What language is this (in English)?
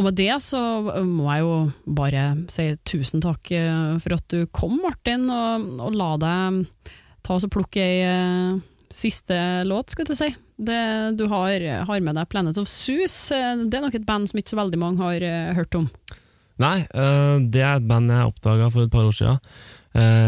Norwegian